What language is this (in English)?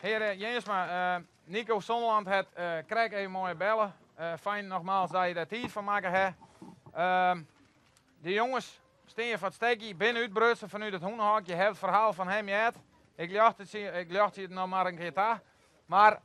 Western Frisian